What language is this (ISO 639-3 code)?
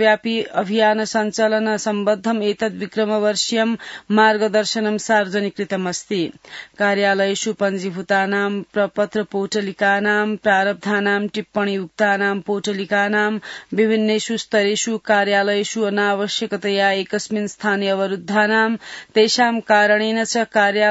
san